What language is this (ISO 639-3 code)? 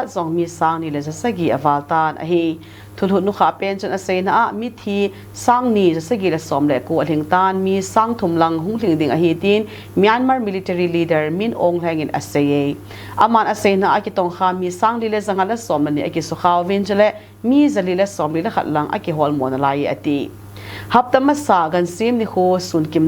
tcz